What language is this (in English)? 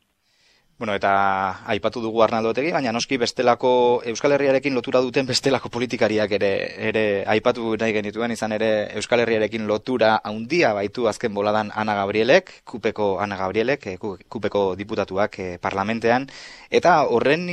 Basque